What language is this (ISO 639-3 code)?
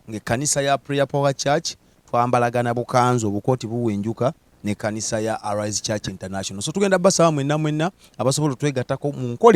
lug